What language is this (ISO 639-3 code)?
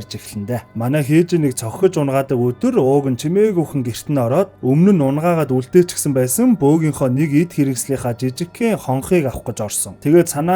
mon